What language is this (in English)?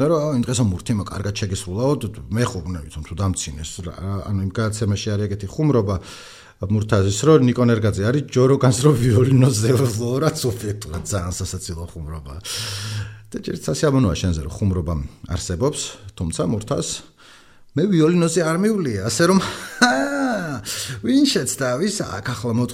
Georgian